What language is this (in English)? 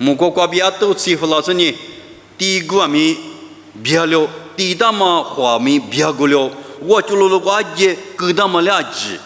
Lisu